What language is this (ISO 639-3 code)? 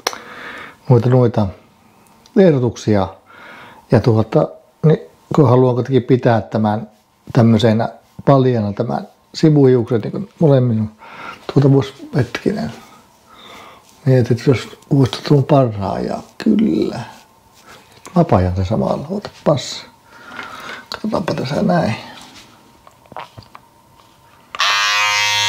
fin